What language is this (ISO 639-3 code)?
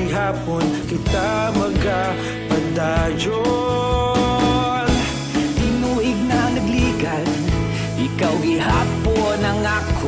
hil